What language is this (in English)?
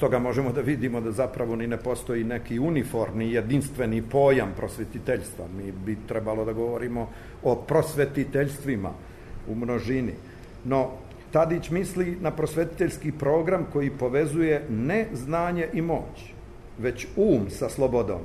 Serbian